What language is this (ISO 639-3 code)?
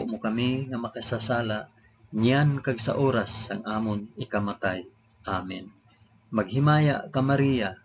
hil